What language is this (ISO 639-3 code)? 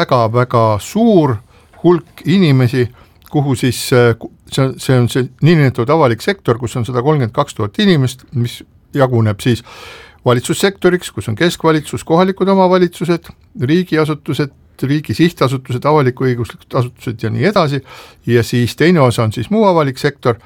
est